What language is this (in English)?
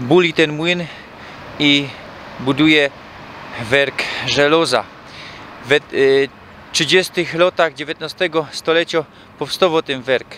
Silesian